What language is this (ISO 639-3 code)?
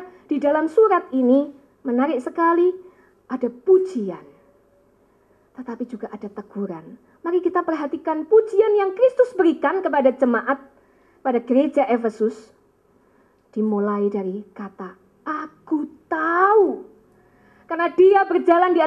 ind